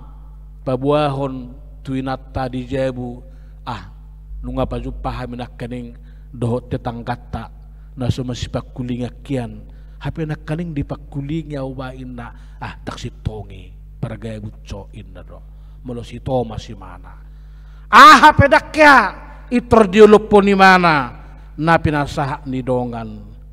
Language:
Batak Toba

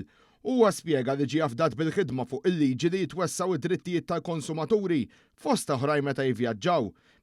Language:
Maltese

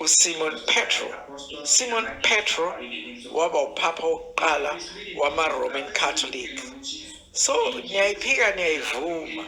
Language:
Zulu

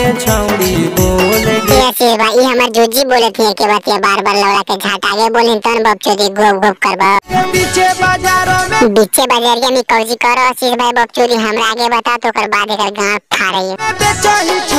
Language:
Magahi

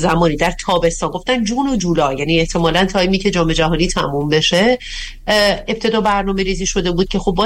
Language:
Persian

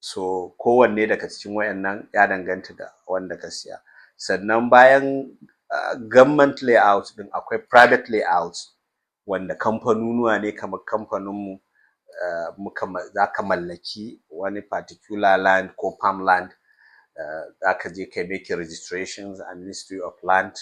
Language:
Hausa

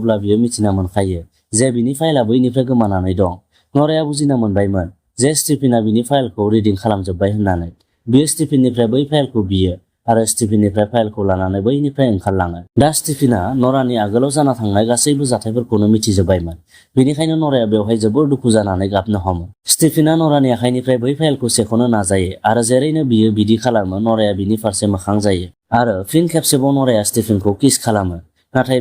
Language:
Bodo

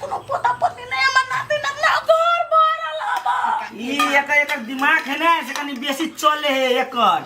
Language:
Maithili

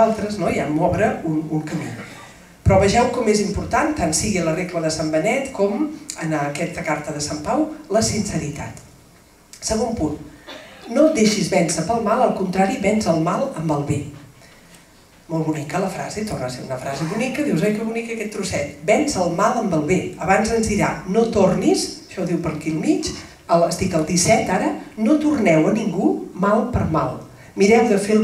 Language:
Catalan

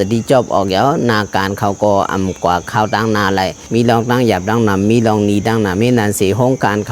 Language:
Shan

